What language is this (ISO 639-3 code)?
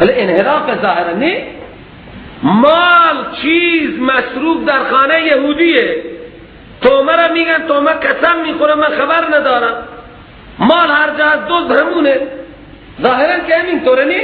fas